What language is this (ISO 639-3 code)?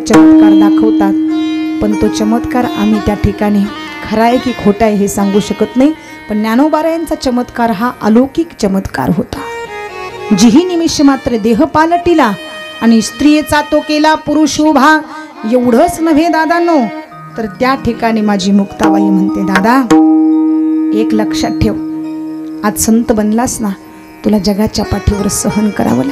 mar